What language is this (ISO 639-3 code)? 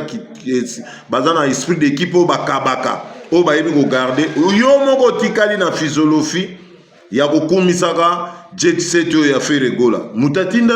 lin